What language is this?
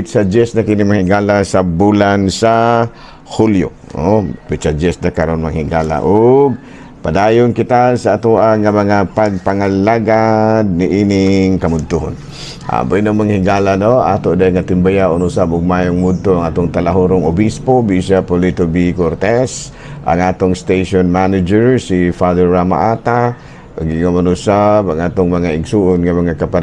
Cebuano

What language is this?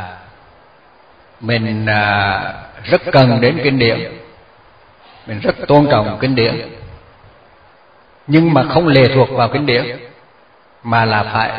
Vietnamese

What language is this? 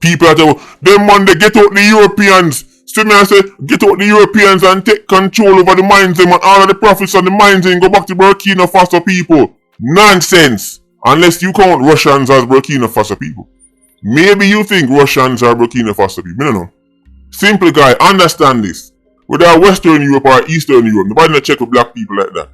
Jamaican Creole English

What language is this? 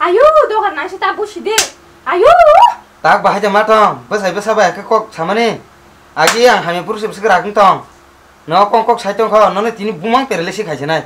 Kok Borok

